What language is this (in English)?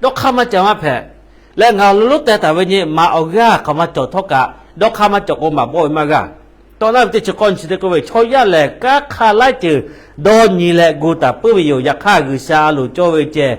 Lahu